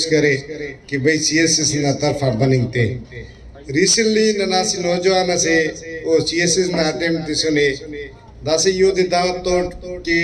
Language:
Brahui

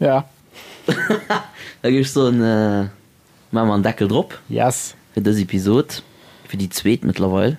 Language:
Luxembourgish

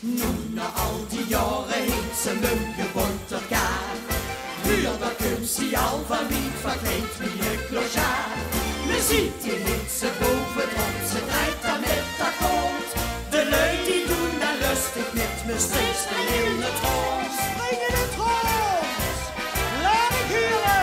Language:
Limburgish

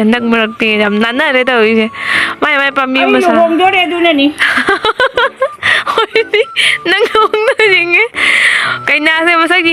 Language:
Manipuri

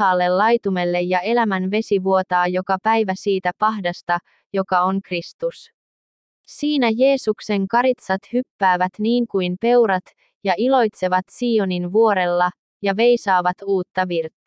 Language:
Finnish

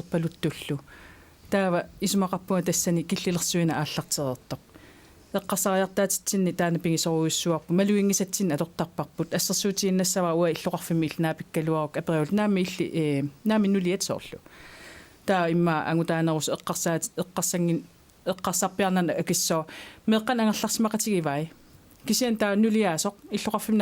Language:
Kalaallisut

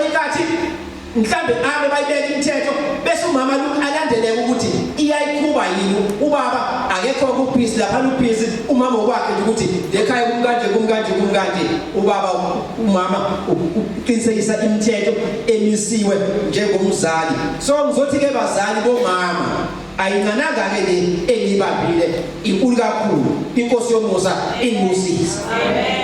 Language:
Zulu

